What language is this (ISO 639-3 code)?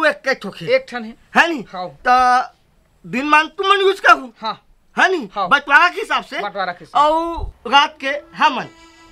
hne